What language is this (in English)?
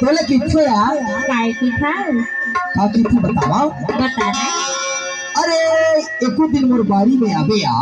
Chhattisgarhi